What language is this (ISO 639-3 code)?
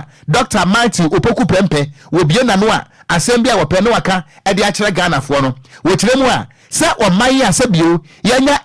aka